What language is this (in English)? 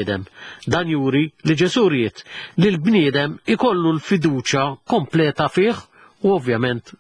Maltese